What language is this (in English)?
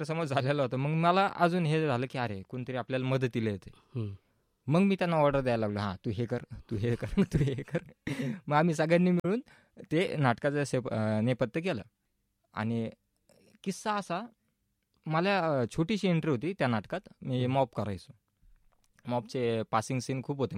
Marathi